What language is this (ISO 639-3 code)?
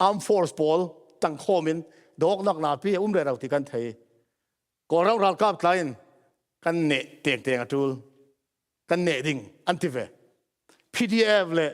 cfm